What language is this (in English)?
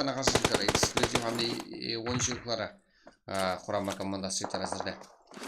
Kara-Kalpak